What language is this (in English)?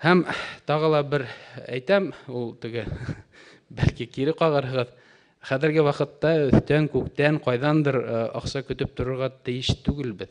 Bashkir